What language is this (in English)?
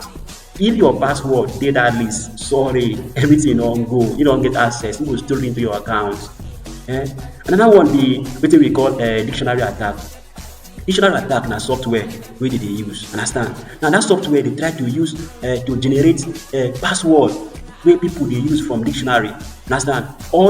Nigerian Pidgin